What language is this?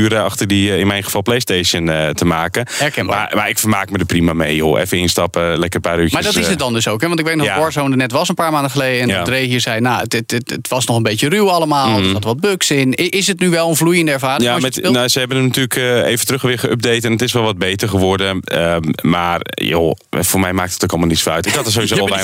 Dutch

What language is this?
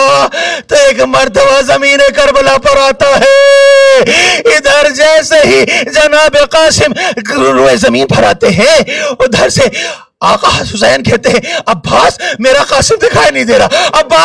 Urdu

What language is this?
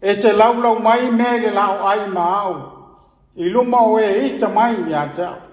Samoan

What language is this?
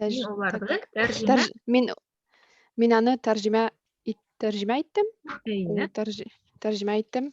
Bashkir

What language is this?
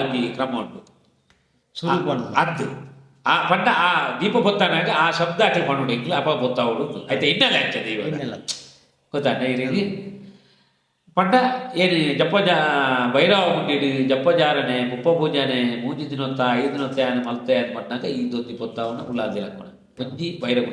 Tulu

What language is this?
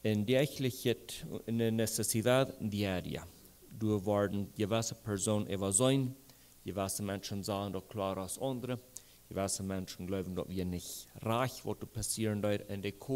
Plautdietsch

